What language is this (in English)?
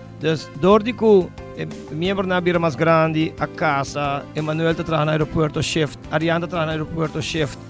Papiamento